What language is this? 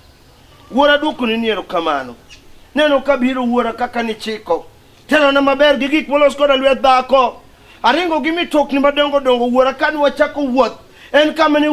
Luo (Kenya and Tanzania)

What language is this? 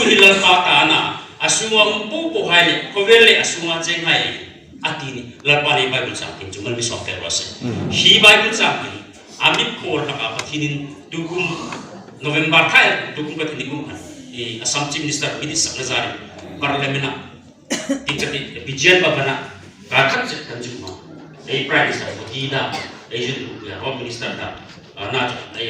Hmar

